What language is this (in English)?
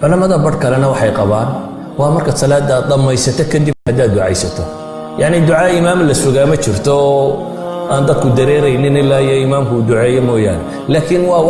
Somali